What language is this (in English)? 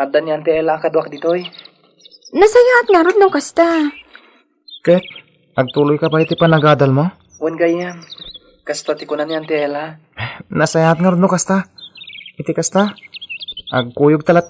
Iloko